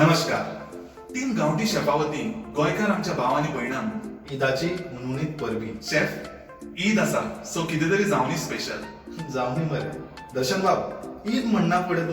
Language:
Konkani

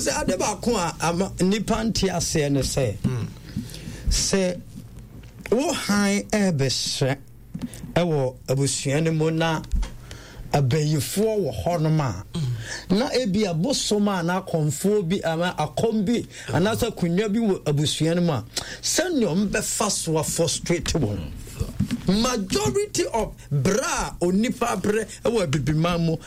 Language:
Akan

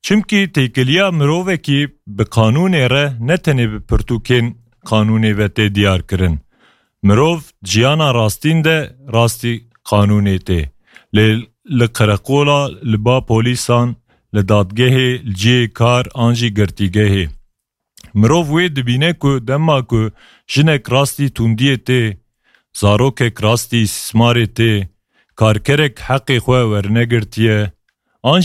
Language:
Kurdish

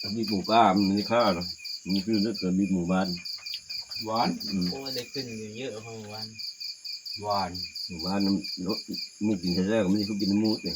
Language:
Northeastern Thai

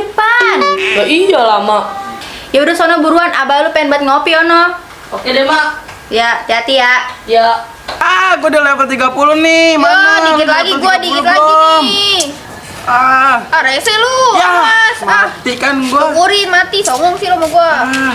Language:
Betawi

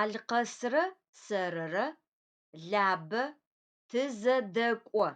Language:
Adyghe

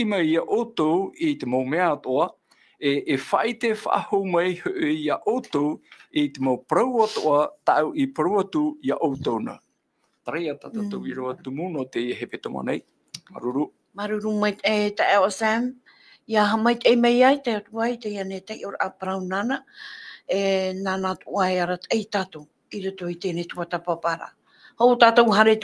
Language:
Tahitian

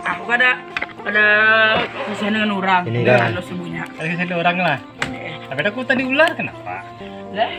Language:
Banjar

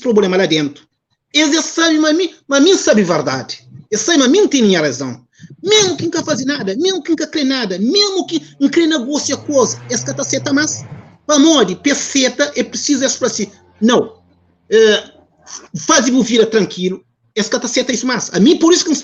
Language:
Kabuverdianu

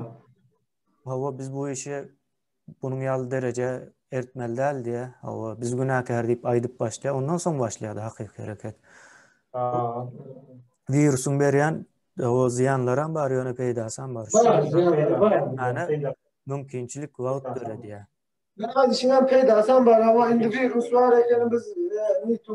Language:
Turkmen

